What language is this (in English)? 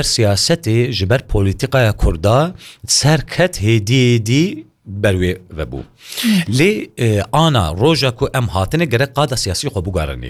Kurdish